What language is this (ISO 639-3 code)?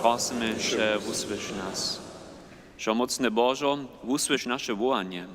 hsb